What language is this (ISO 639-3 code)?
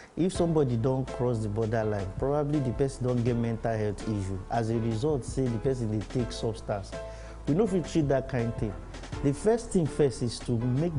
pcm